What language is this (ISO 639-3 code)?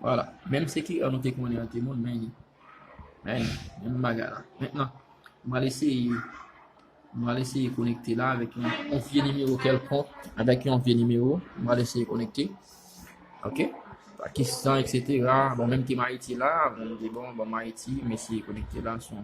hat